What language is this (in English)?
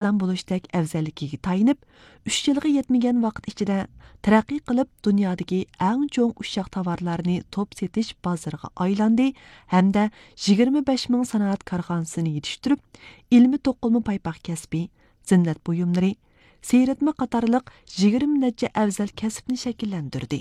Uyghur